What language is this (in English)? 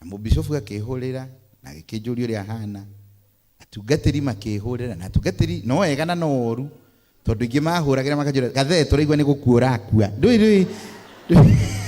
Kikuyu